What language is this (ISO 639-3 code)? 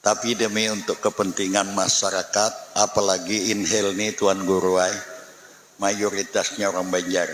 bjn